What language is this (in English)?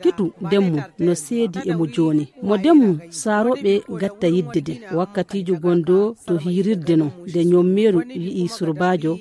Fula